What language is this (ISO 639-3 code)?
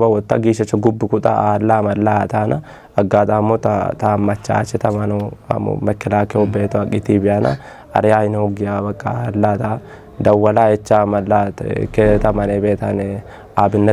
kbr